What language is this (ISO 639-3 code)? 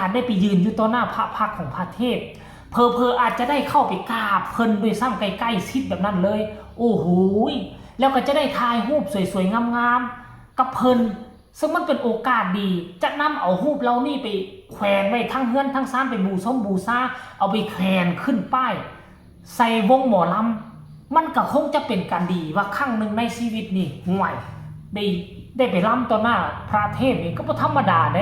tts